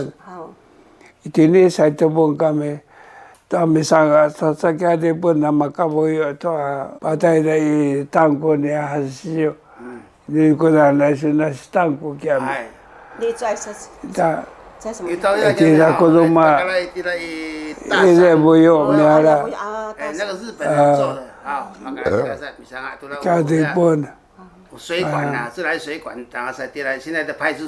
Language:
Sakizaya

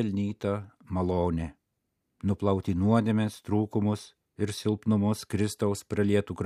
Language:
Lithuanian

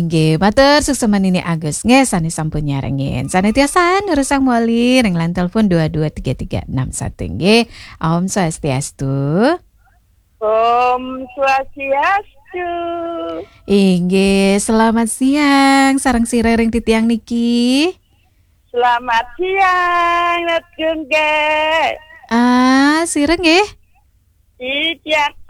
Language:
Balinese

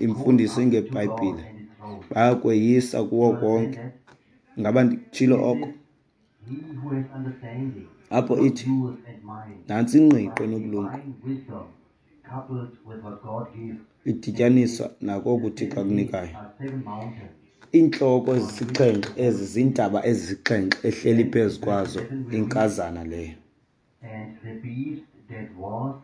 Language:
Xhosa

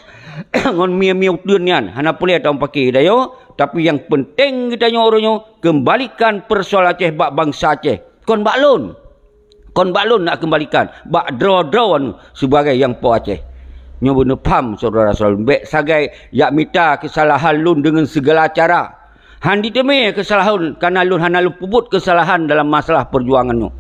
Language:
Achinese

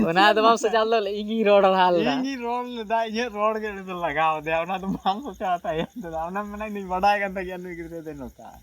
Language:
Santali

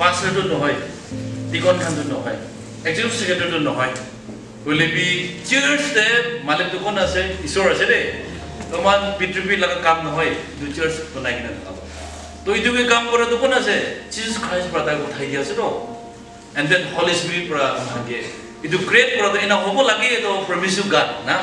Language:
Naga Pidgin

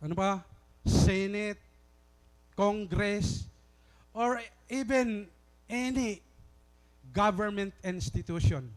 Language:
Waray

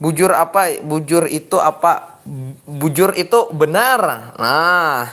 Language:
Banjar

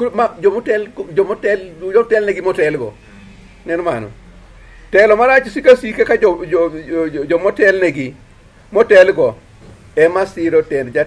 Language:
Luo (Kenya and Tanzania)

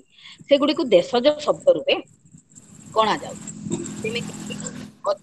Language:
Odia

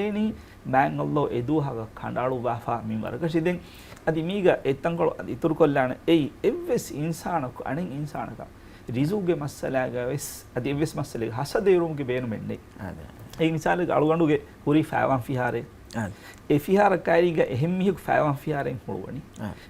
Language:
Divehi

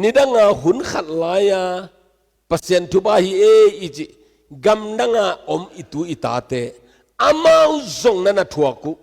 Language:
Tedim Chin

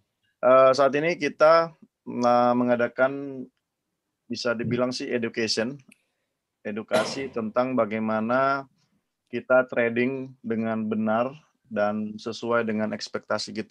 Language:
Indonesian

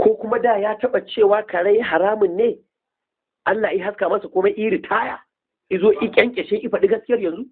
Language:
Hausa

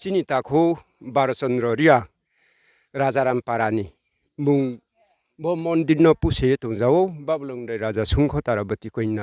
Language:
Riang (India)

